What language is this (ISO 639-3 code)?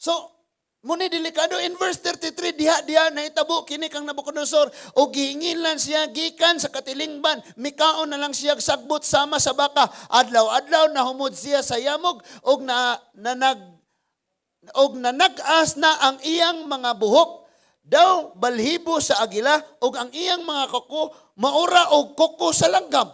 ceb